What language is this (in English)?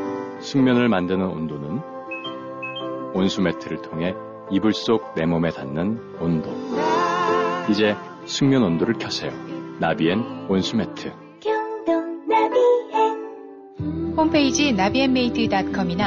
Korean